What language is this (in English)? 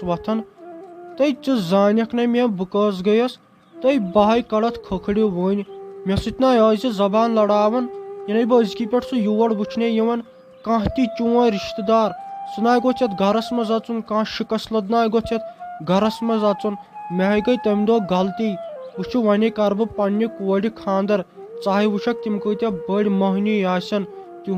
Kashmiri